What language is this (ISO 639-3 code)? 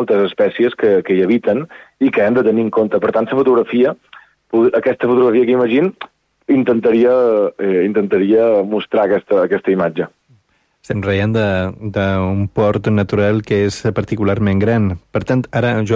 cat